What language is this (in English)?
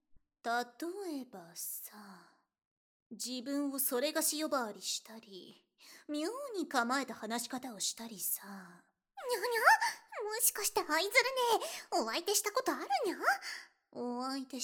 Japanese